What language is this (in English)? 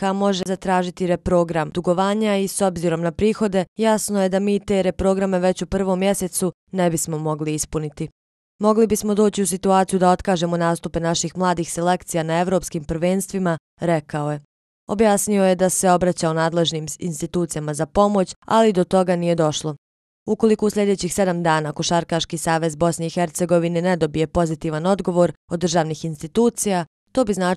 Bosnian